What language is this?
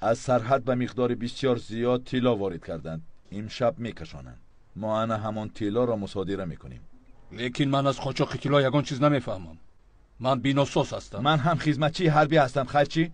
Tajik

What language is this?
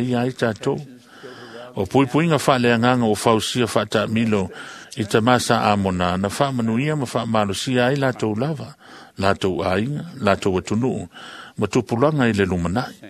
Samoan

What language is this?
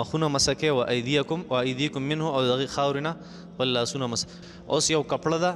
Pashto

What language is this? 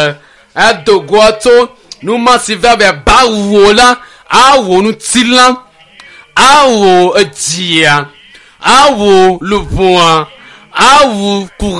Ewe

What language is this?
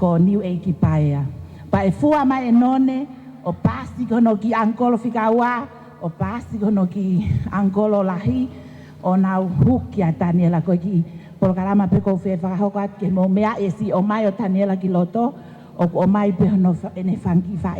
Tongan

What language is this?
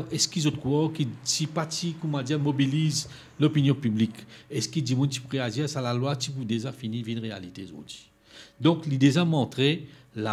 Morisyen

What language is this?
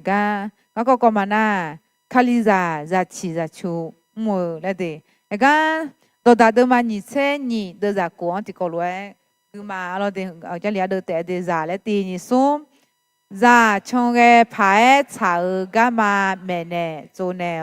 Akha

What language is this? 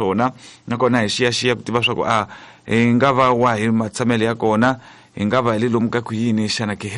Tsonga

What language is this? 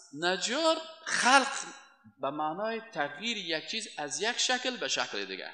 Persian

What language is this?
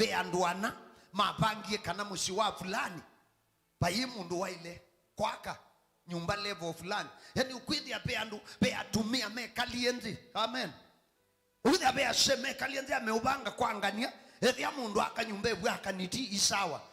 Kamba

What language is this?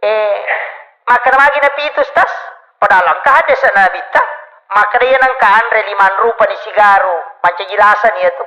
Buginese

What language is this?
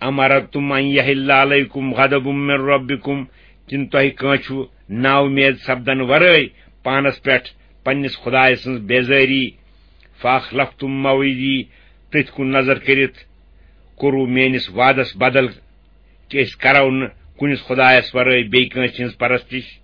Kashmiri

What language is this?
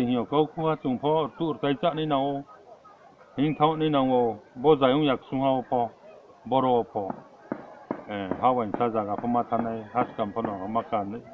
Riang (India)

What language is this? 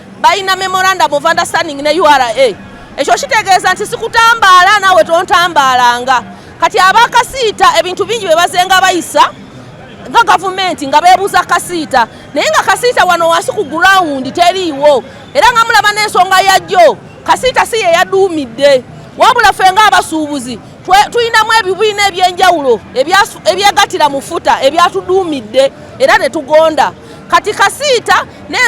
Ganda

